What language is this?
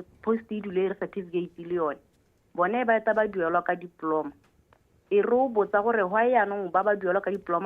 Tswana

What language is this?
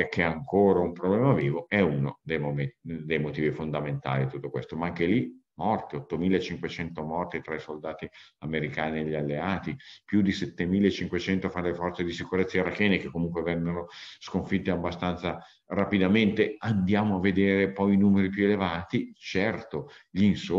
Italian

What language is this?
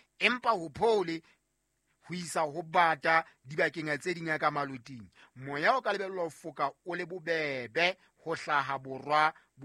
Southern Sotho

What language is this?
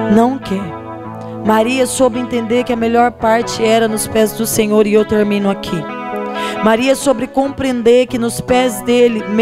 Portuguese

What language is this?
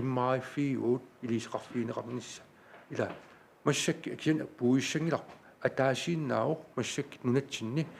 Kalaallisut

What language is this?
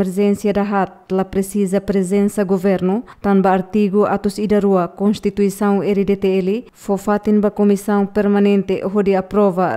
Tetum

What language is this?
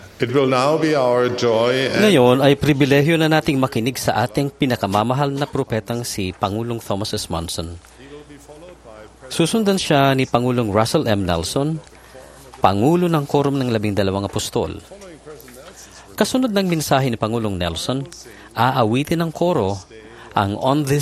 Filipino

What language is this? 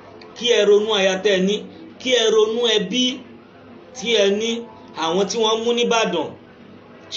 Yoruba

